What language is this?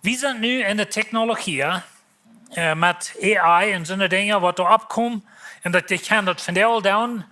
Plautdietsch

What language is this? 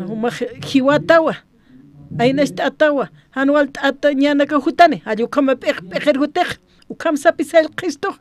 Aymara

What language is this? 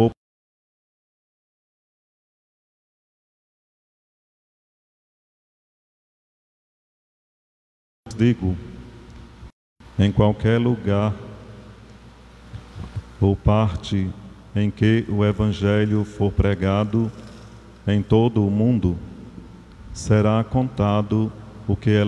Portuguese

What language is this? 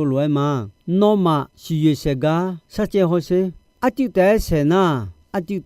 Akha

